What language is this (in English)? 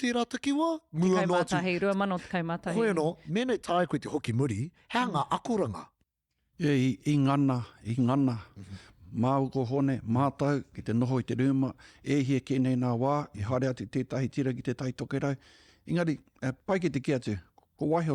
Māori